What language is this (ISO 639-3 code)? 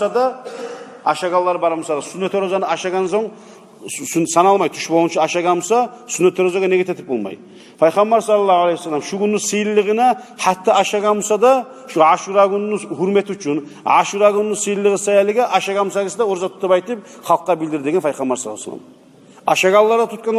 kum